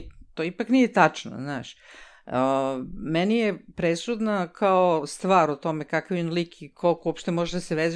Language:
Serbian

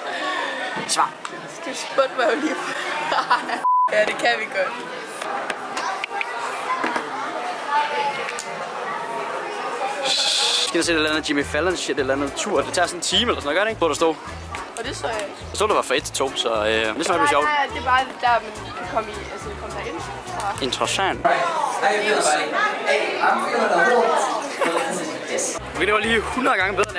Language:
Danish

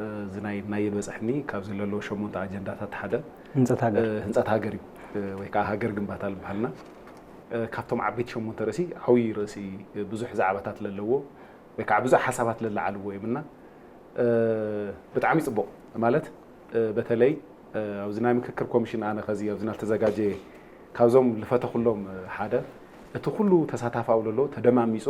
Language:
Tigrinya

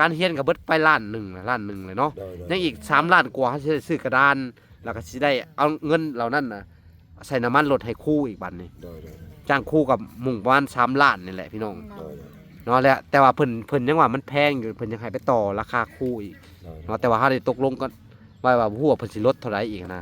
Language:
Lao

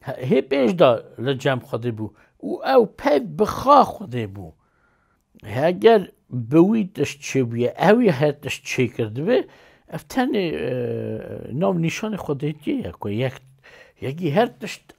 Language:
Kurdish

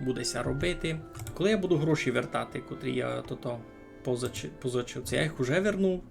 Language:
Rusyn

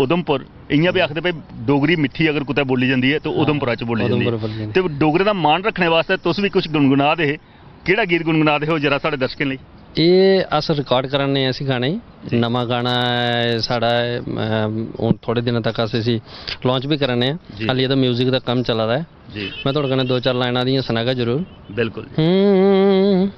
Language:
Dogri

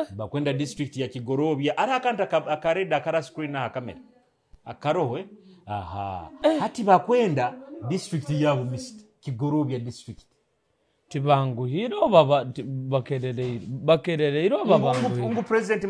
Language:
Nyoro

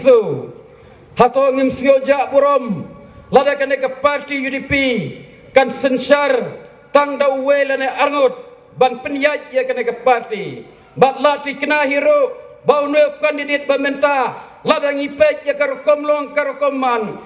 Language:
Khasi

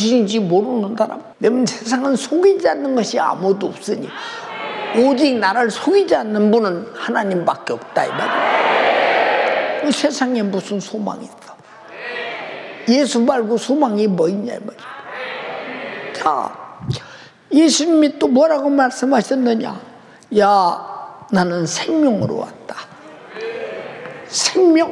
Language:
Korean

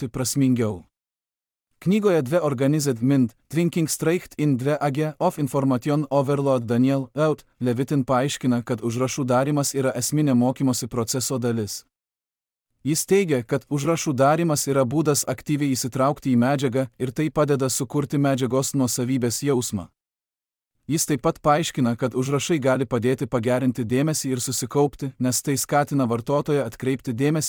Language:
Lithuanian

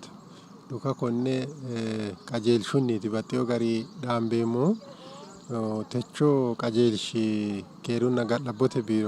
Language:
Sidamo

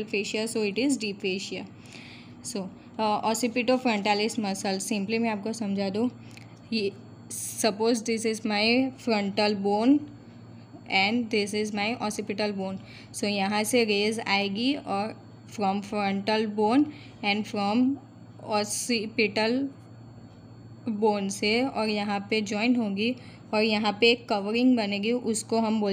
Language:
Hindi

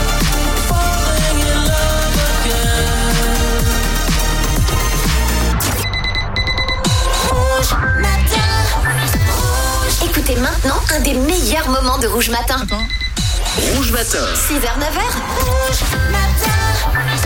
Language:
French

